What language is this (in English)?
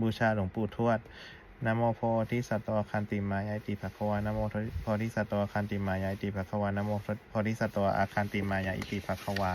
Pali